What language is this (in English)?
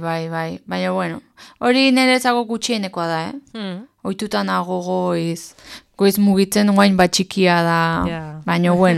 Basque